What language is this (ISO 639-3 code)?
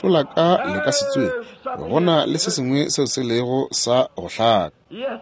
nso